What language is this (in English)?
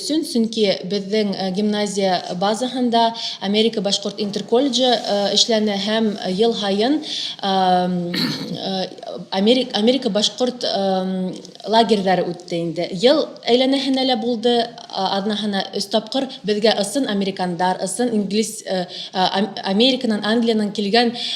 Bashkir